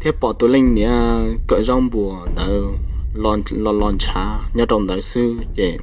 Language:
Hmong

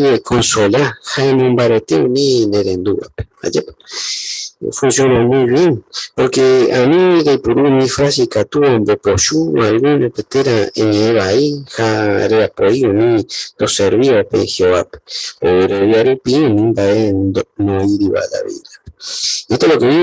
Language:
Guarani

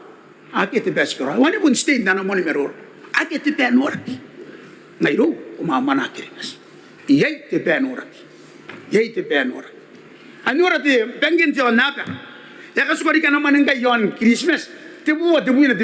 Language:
Gilbertese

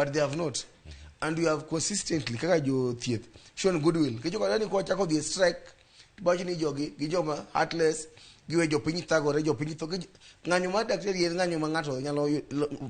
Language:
Luo (Kenya and Tanzania)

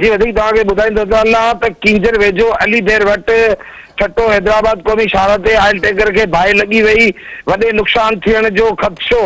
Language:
Sindhi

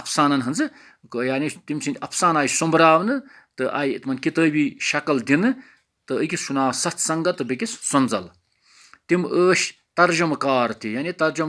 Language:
Kashmiri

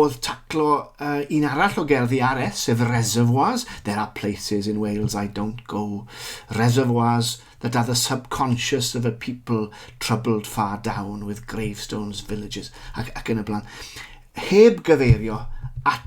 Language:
Welsh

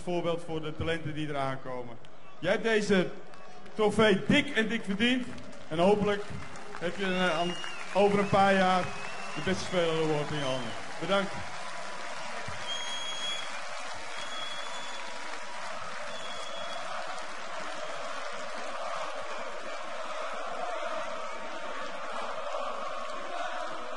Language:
Dutch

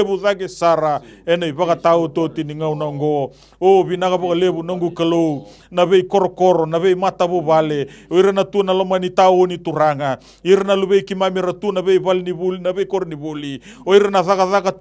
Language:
Fijian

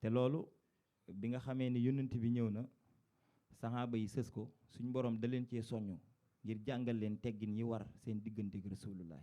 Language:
Wolof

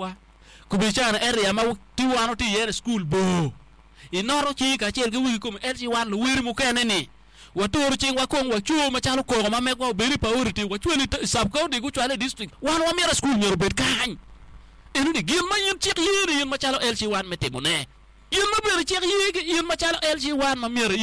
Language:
Acoli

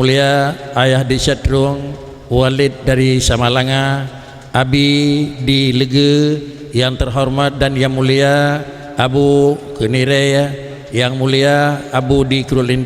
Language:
Achinese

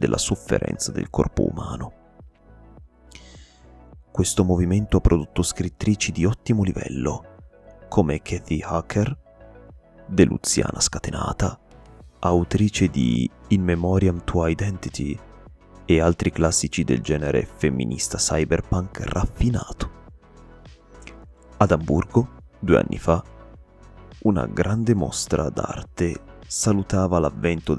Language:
Italian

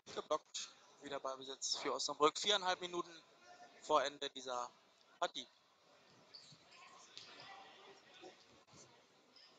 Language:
German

